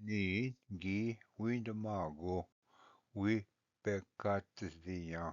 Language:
Ojibwa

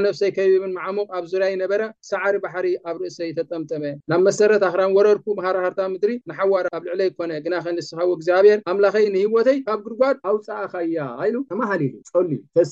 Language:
Tigrinya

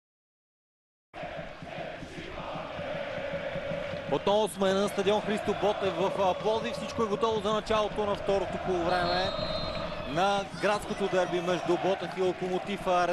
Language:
Bulgarian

